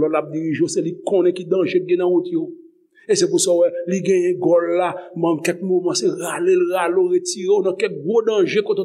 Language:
Haitian Creole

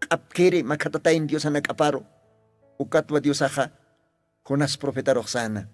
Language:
Aymara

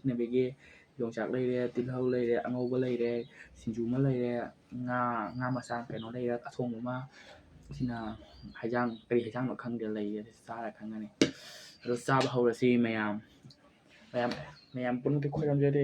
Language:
Manipuri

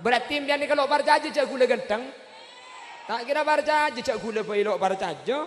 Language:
Madurese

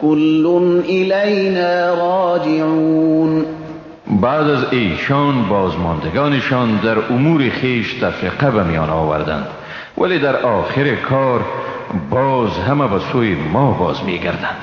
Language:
Tajik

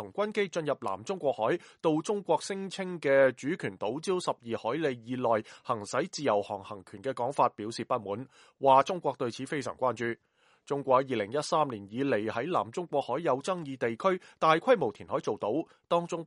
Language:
Cantonese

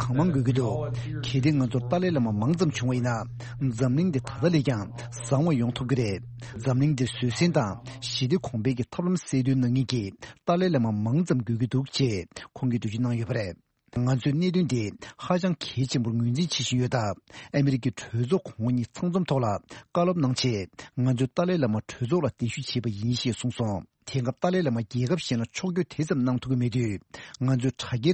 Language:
Tibetan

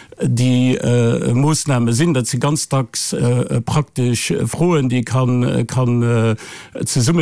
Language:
Luxembourgish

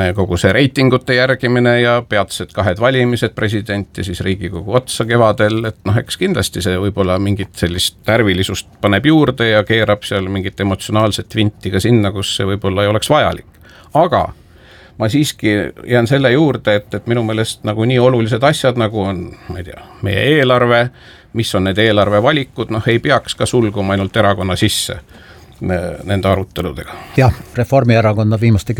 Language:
Estonian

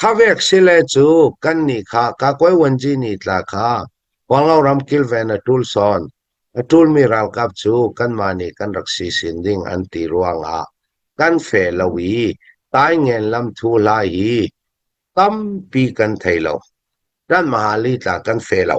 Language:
Hakha Chin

